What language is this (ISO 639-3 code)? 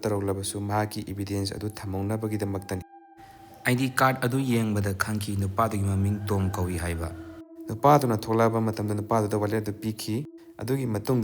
mni